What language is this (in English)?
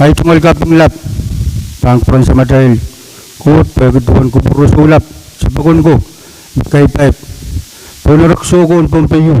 Pohnpeian